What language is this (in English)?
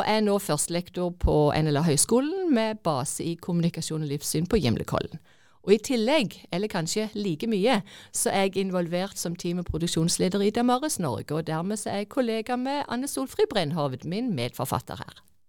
Norwegian